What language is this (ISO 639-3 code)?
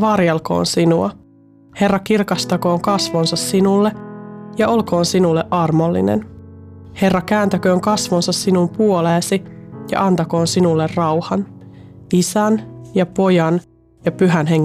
fin